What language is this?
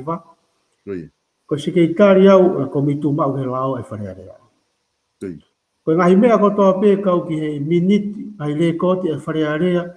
Tongan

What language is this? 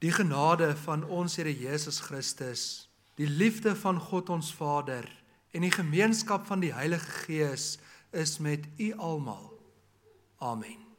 Afrikaans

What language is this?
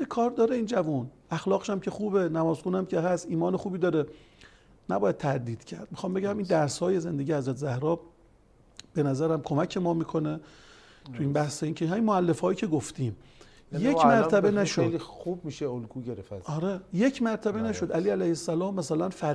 Persian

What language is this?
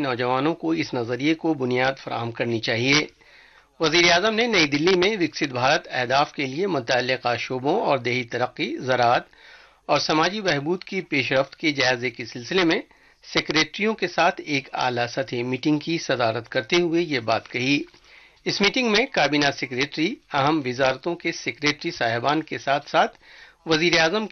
Urdu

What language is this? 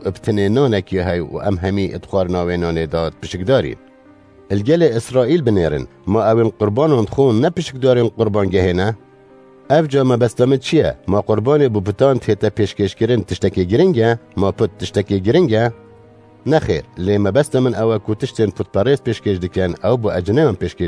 Kurdish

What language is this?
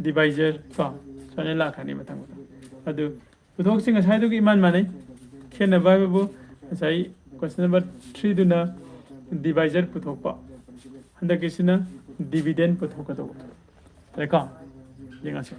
Manipuri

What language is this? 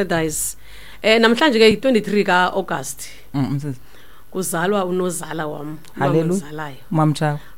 Xhosa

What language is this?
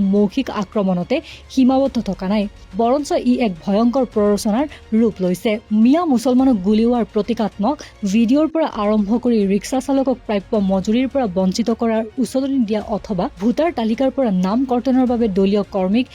Assamese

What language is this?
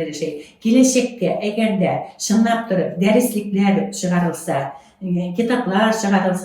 Bashkir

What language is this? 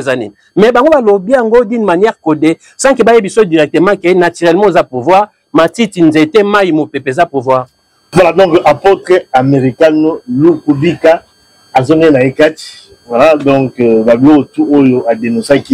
Lingala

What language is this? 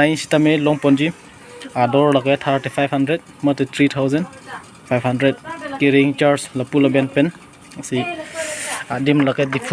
Karbi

